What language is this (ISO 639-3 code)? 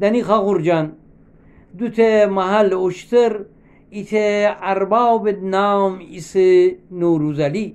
glk